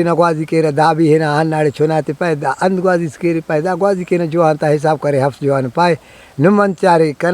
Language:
Brahui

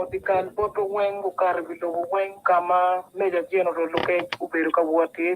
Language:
Acoli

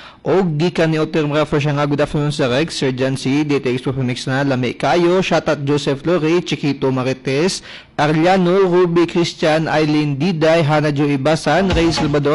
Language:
Cebuano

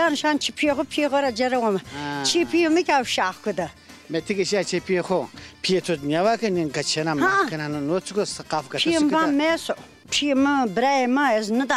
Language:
Zaza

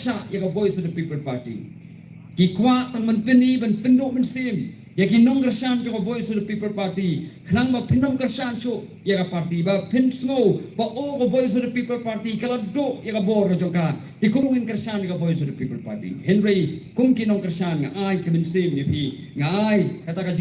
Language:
Khasi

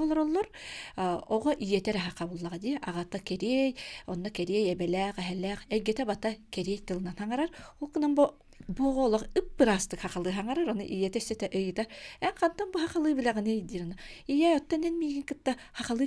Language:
Yakut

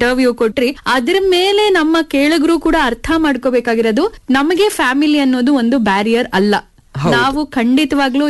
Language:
Kannada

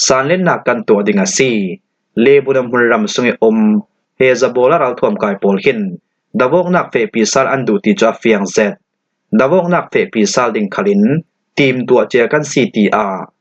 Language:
Falam Chin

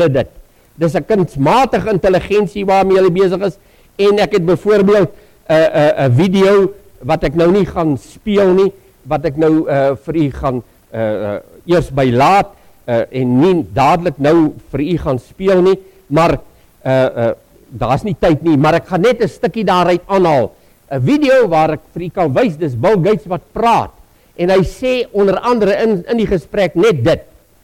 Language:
Afrikaans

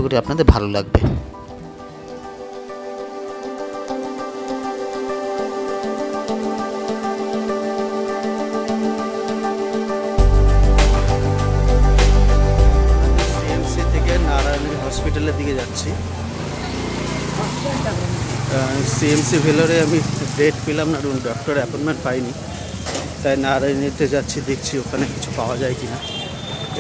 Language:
Bangla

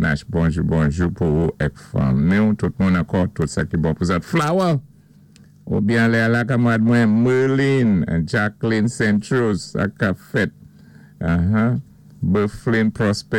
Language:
Saint Lucian Creole French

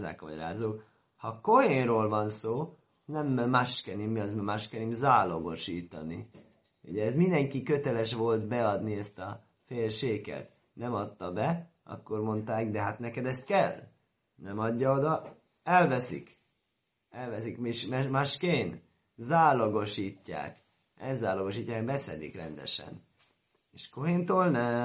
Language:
Hungarian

